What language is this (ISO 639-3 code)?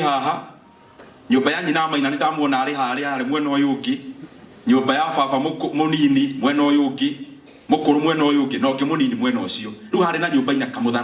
kik